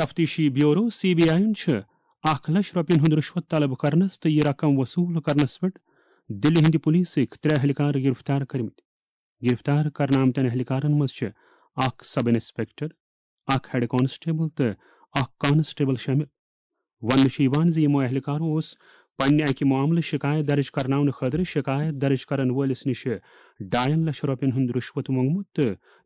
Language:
Kashmiri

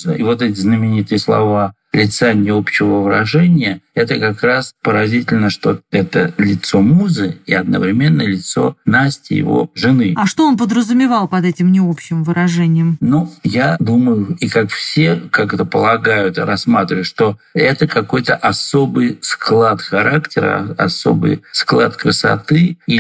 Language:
Russian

